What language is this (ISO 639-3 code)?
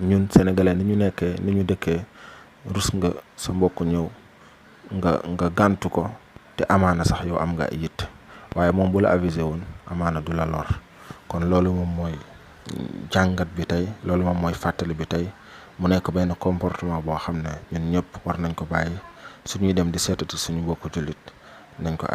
wol